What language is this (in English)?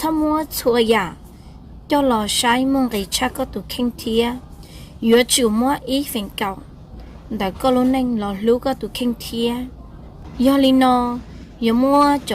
Hmong